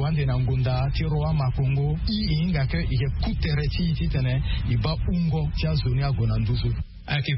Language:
Sango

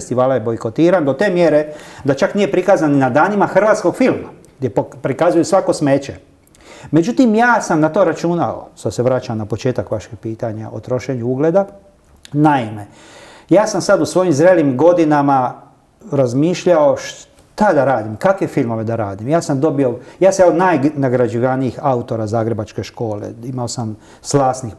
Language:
Croatian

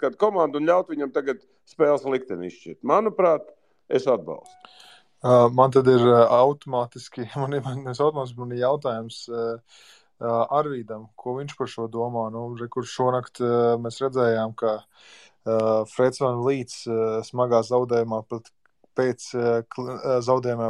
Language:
Latvian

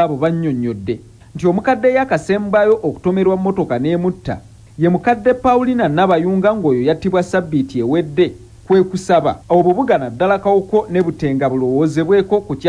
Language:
Ganda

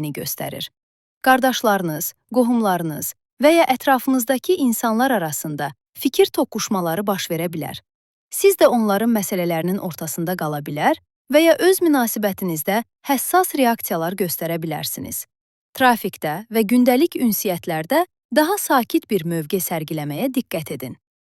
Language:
Azerbaijani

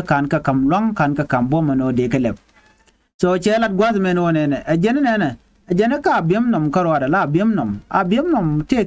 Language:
Nuer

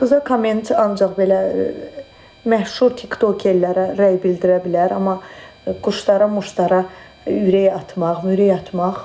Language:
Azerbaijani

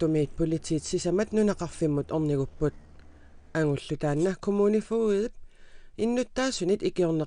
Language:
Kalaallisut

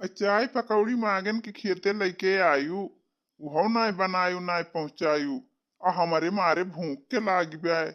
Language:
Awadhi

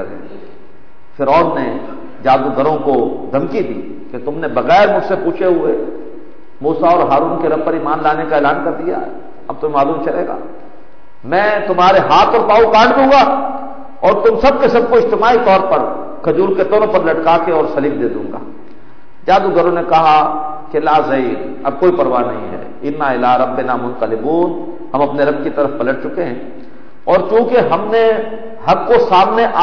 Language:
Urdu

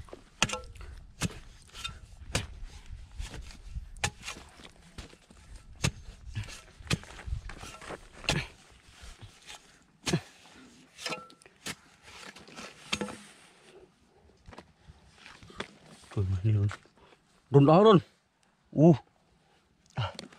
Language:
Vietnamese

